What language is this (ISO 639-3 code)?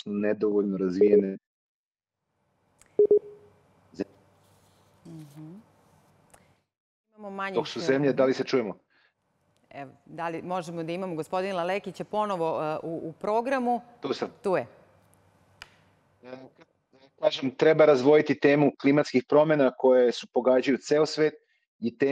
srp